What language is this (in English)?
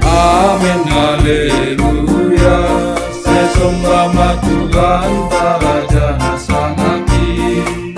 Batak Simalungun